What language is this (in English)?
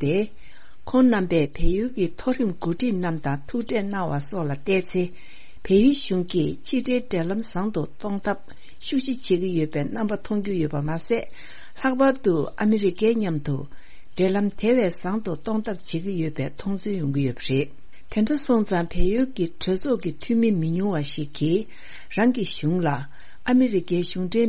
Tibetan